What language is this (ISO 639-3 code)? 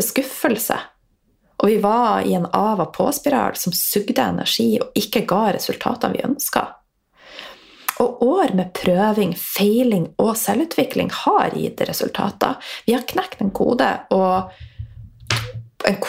nor